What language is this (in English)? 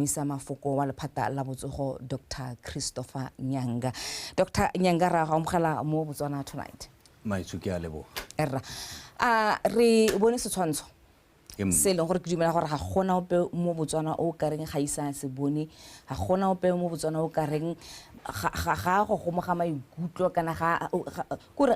Tswana